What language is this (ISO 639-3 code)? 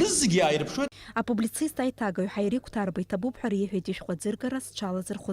abk